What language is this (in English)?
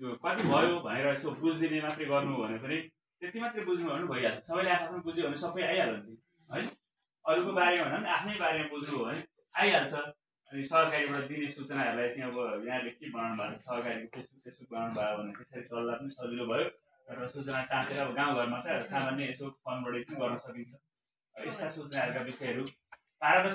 Nepali